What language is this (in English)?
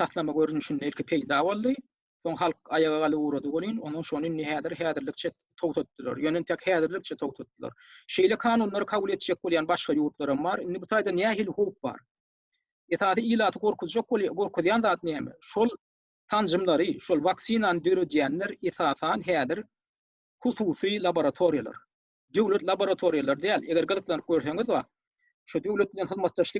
Turkmen